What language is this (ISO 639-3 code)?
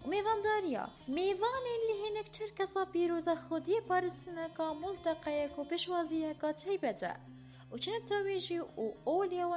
kur